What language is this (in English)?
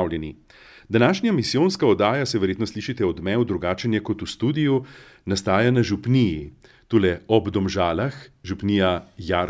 Slovenian